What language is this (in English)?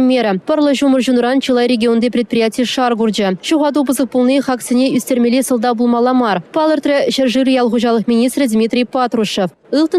Chuvash